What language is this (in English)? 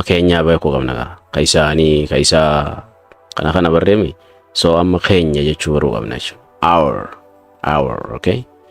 Oromo